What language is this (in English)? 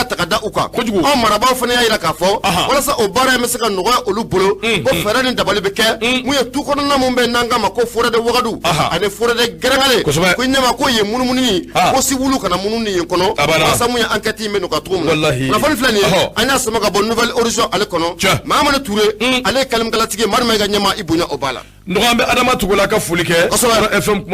Bambara